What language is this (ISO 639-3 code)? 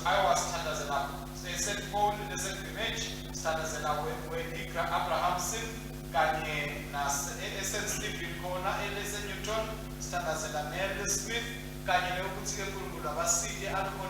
ssw